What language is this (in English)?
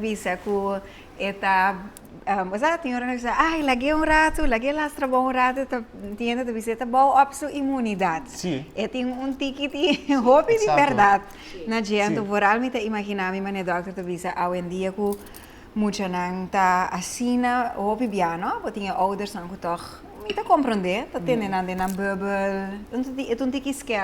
Papiamento